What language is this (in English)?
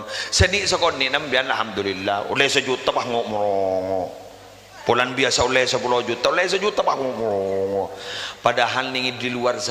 Madurese